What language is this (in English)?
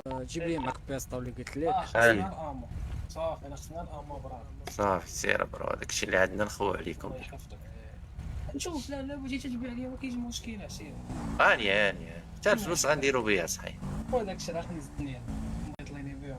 Moroccan Arabic